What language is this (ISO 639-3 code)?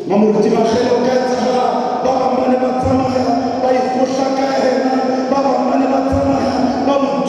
sot